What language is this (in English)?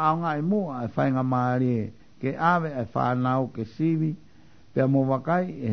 Tongan